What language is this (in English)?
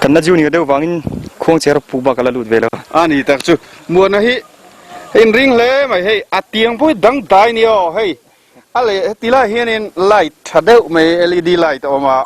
Mizo